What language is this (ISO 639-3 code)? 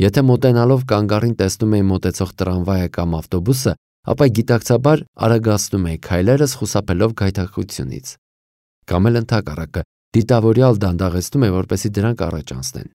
hye